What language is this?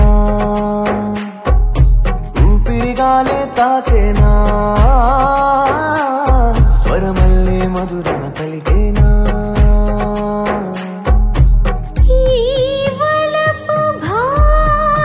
Telugu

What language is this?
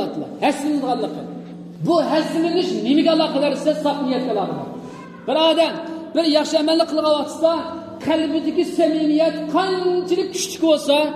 Uyghur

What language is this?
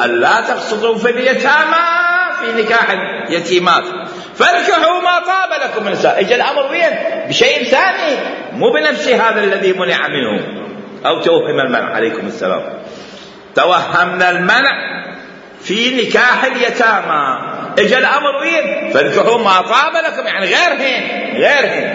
Mesopotamian Arabic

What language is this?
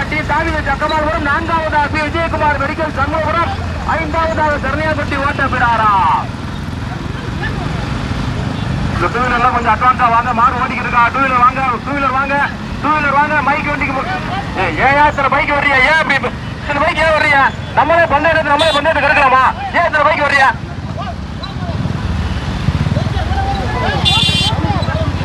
Tamil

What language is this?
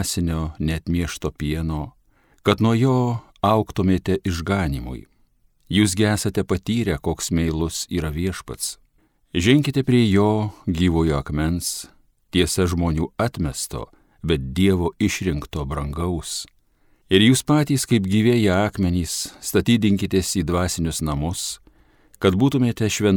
Lithuanian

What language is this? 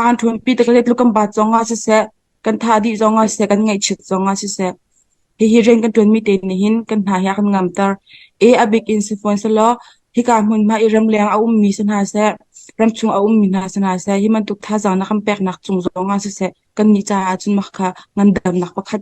Hakha Chin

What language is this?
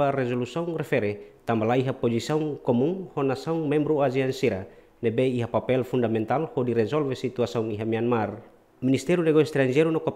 Tetum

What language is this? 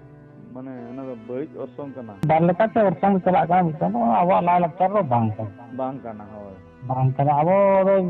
Santali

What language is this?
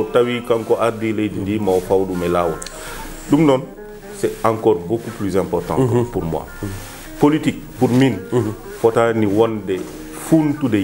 Fula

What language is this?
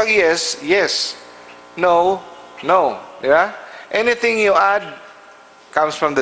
Cebuano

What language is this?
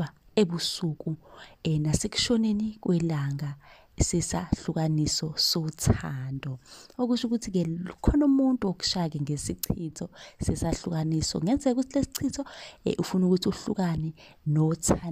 Zulu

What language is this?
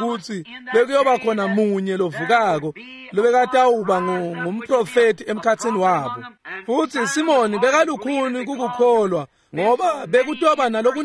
Swati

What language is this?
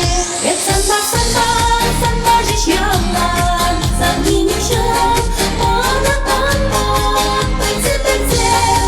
Chuvash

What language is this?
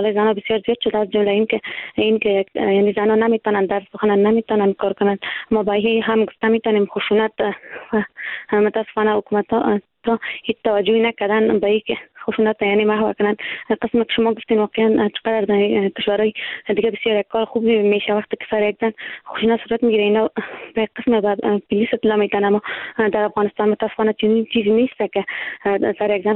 Persian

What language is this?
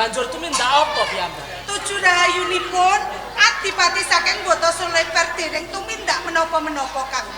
Javanese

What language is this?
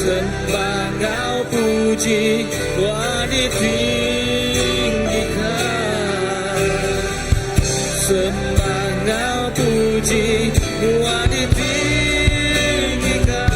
Iban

